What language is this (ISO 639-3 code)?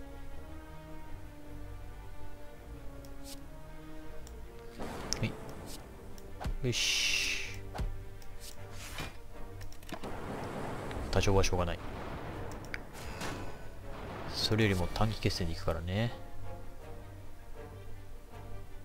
jpn